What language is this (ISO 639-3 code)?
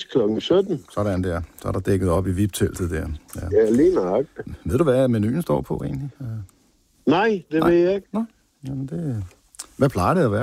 dan